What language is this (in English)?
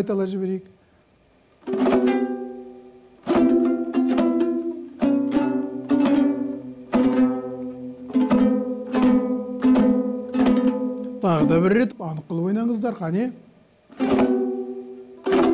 Kazakh